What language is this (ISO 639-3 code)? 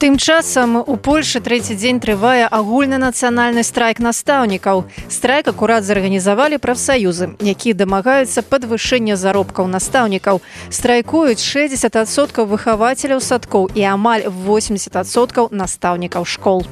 bel